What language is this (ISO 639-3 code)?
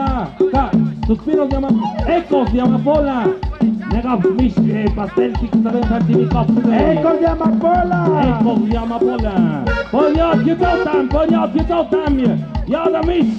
mxp